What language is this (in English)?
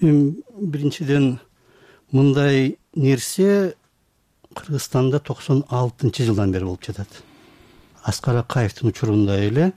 Kyrgyz